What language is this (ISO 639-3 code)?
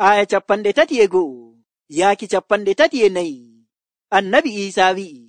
fuv